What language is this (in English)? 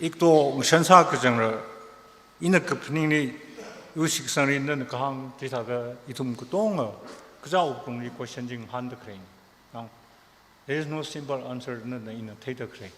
Tangkhul Naga (India)